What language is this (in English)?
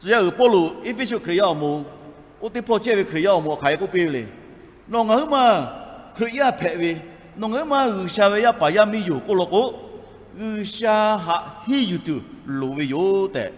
Lahu